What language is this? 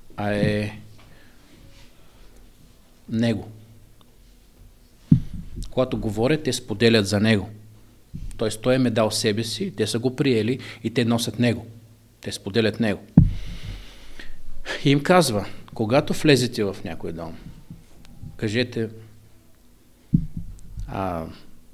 Bulgarian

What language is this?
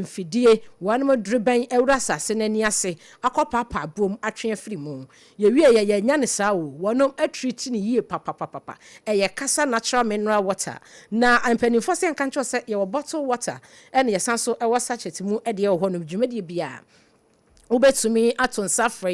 Akan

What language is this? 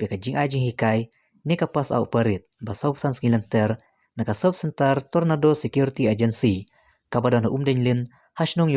Khasi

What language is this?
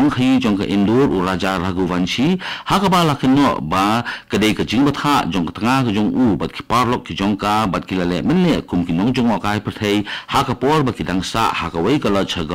Khasi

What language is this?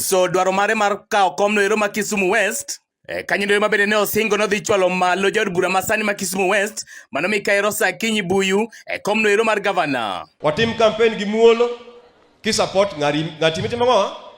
Luo (Kenya and Tanzania)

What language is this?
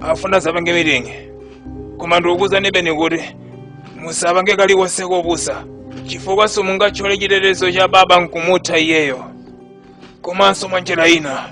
Nyanja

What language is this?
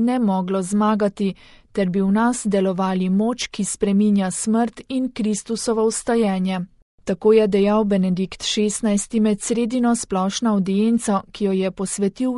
Slovenian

